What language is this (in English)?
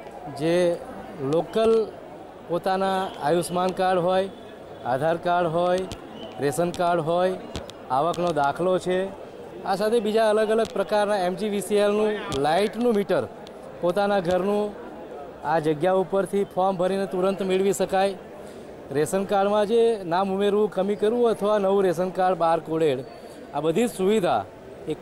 Gujarati